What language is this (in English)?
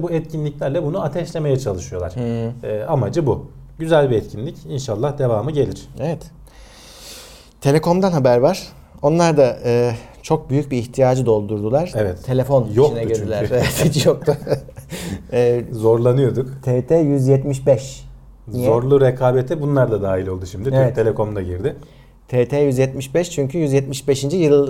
Turkish